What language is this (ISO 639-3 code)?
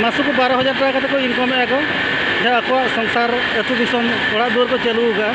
sat